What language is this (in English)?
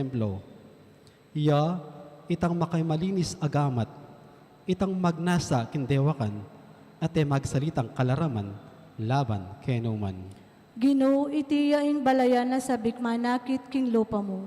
Pampanga